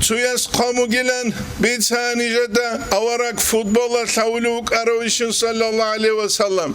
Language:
Avaric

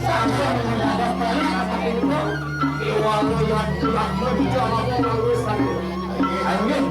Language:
Balinese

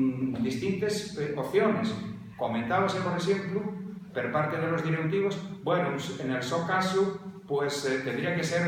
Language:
Asturian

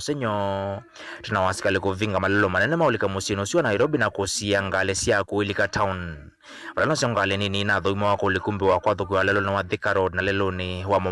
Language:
Kamba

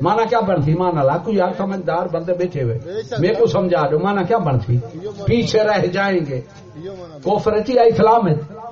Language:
Saraiki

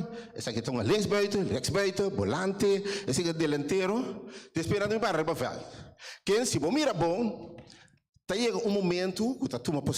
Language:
Papiamento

